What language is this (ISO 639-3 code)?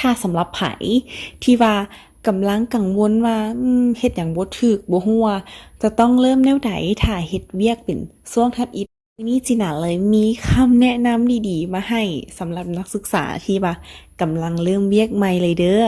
lao